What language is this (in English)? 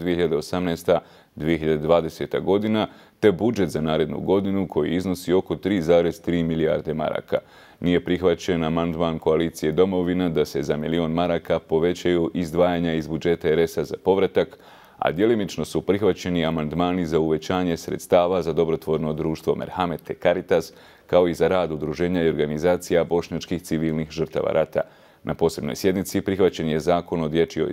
Bosnian